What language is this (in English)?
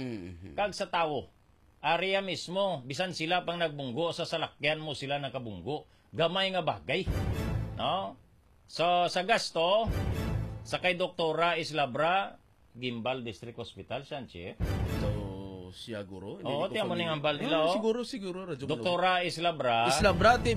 Hiligaynon